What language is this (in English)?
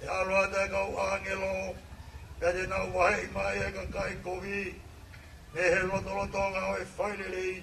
Tongan